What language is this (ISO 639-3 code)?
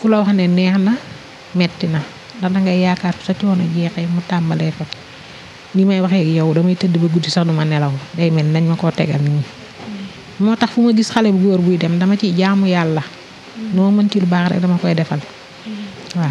wol